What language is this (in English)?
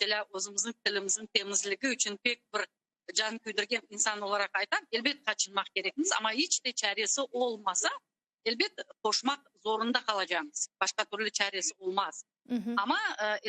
Crimean Tatar